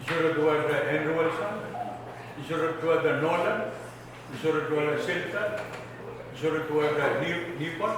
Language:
Pohnpeian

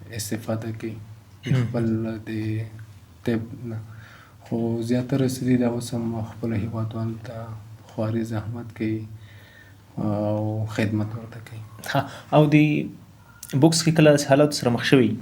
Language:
Pashto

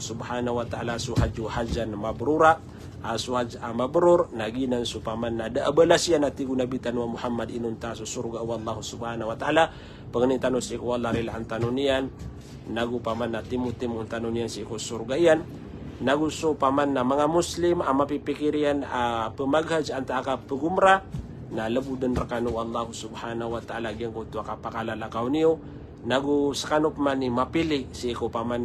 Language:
Maranao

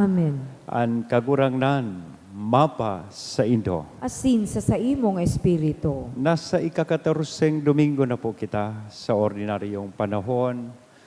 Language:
Bikol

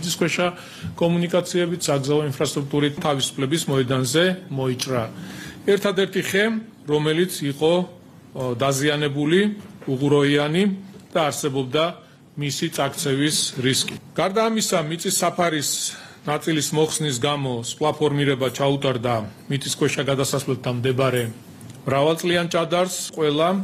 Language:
Georgian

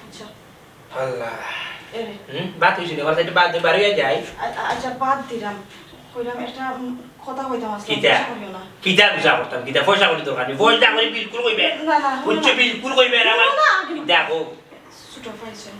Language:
Sylheti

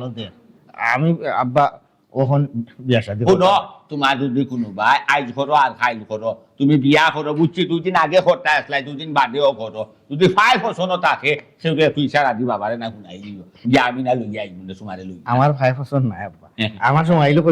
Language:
Sylheti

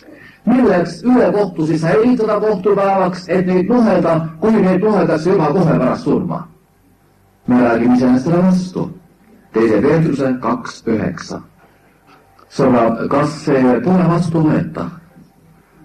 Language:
Estonian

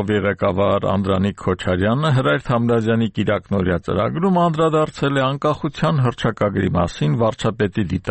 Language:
Armenian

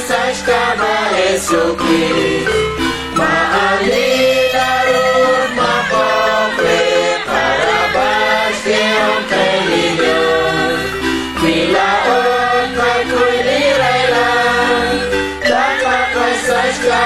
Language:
Kekchí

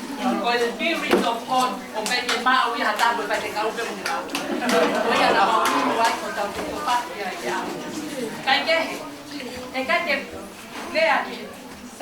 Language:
Tongan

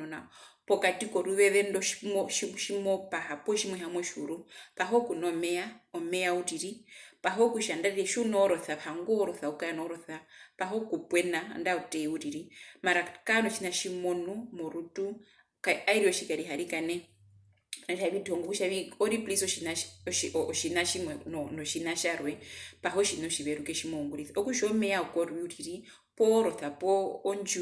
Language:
Herero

